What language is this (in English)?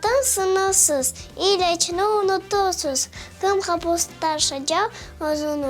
Crimean Tatar